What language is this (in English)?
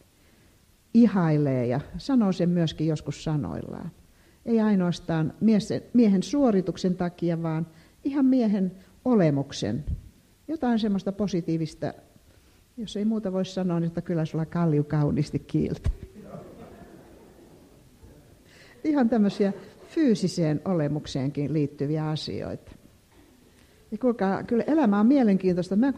Finnish